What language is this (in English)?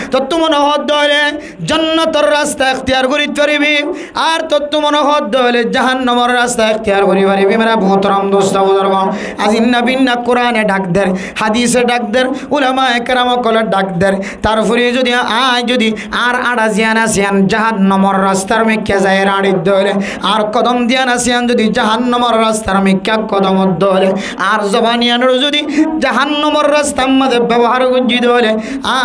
Rohingya